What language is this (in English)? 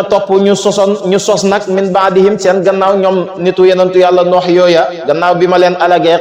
Wolof